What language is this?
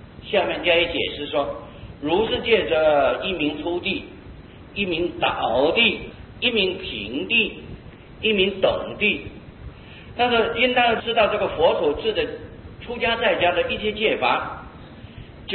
Chinese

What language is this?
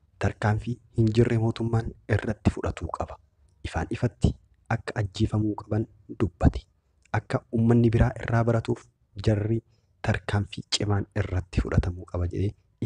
Oromo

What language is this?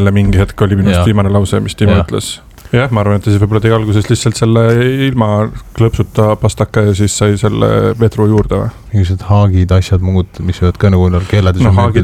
Estonian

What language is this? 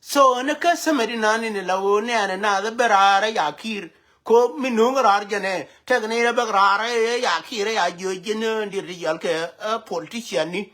Nuer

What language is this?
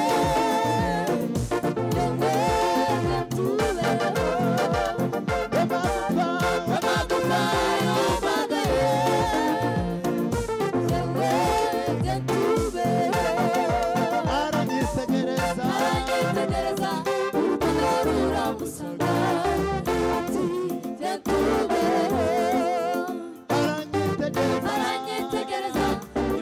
Kinyarwanda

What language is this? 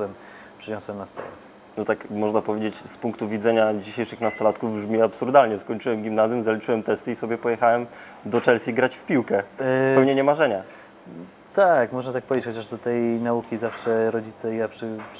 Polish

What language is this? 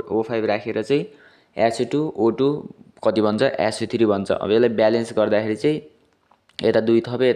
Nepali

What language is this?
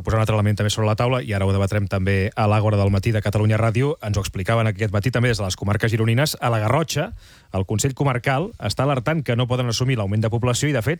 Catalan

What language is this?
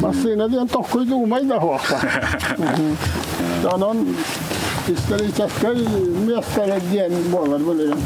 Yakut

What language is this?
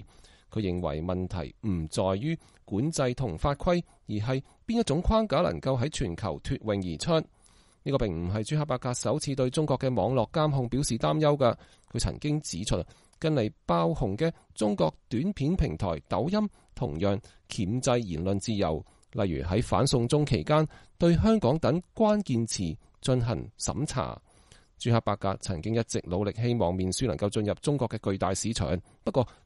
Cantonese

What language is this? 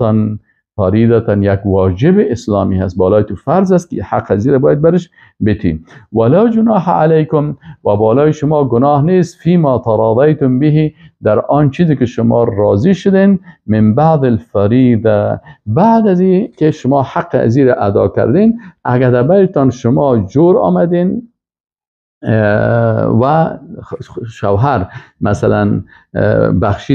Persian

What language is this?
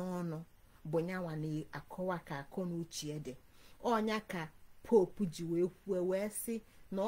Igbo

